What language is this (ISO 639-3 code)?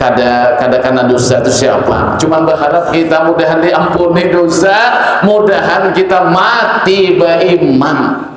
bjn